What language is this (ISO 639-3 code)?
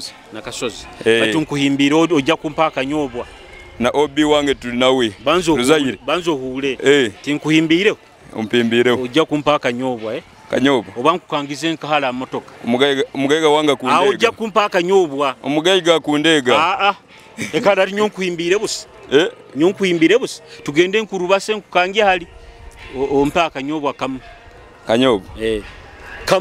nyo